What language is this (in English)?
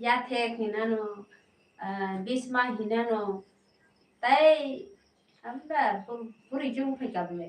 Kok Borok